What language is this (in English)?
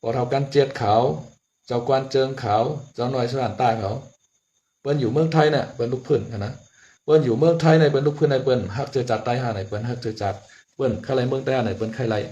Shan